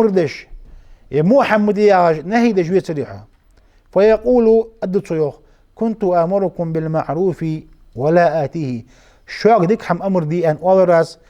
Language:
Ingush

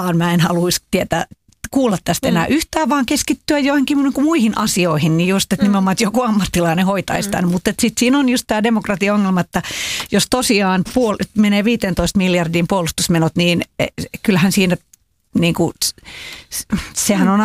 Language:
Finnish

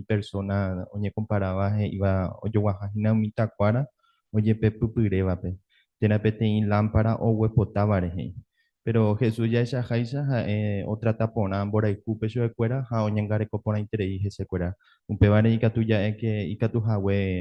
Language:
Guarani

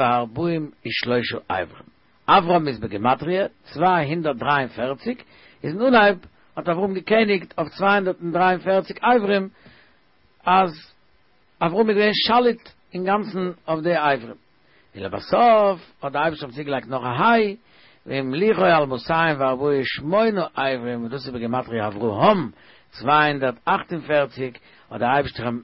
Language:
Yiddish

